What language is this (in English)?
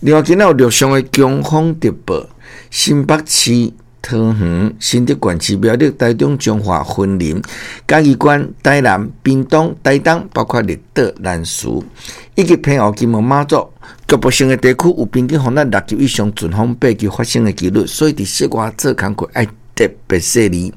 Min Nan Chinese